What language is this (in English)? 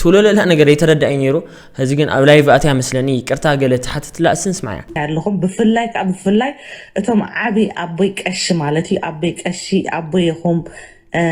Tigrinya